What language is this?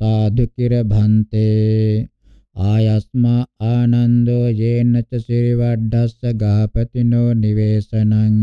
Pali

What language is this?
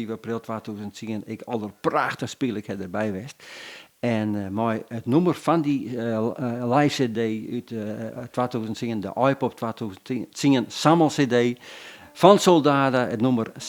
Western Frisian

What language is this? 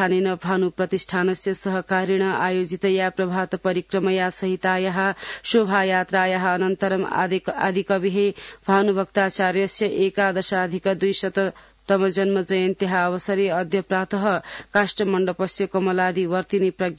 Sanskrit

